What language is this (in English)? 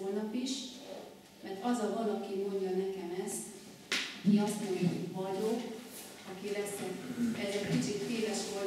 Hungarian